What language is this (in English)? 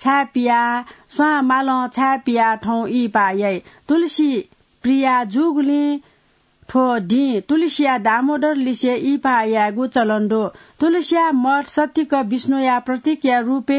Newari